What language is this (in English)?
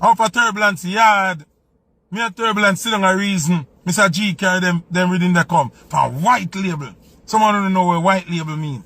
Jamaican Creole English